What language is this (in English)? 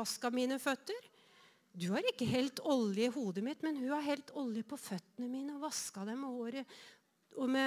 Norwegian